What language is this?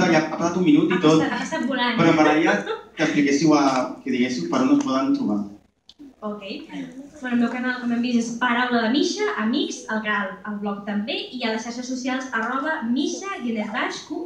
Catalan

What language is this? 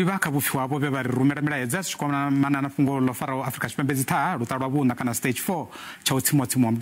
Venda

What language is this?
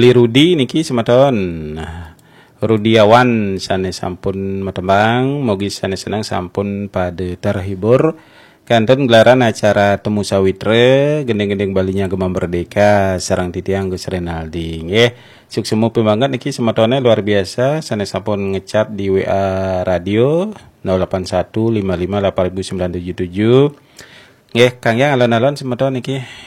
Balinese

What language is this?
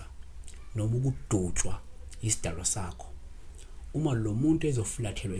Zulu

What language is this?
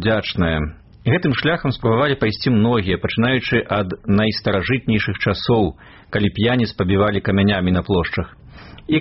Belarusian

